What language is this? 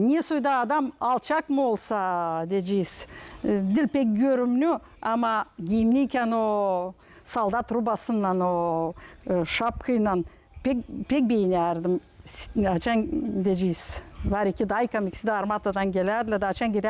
Gagauz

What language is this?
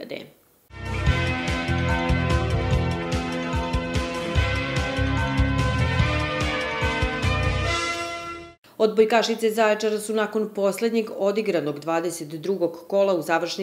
Serbian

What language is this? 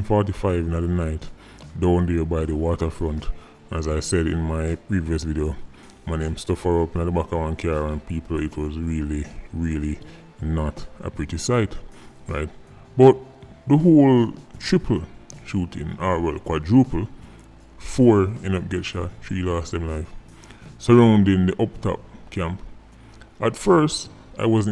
Jamaican Creole English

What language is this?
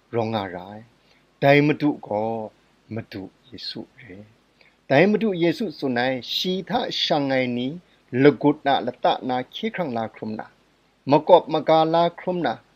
Kachin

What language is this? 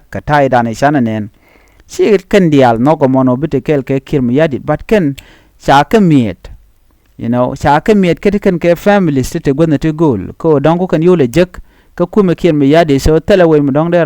Nuer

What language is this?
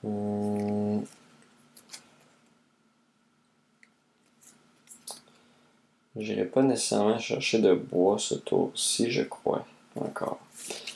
French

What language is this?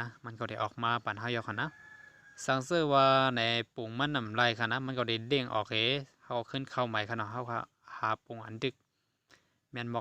Shan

